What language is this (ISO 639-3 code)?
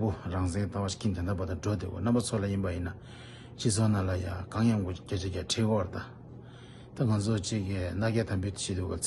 bod